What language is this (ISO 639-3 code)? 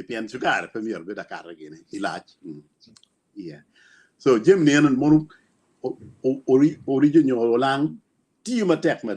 ach